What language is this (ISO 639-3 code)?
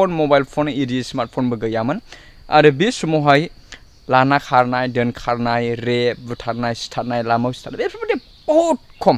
brx